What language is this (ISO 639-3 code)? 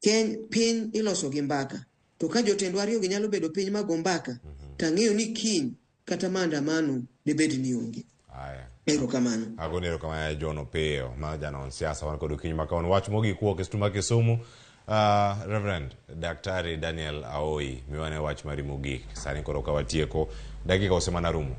luo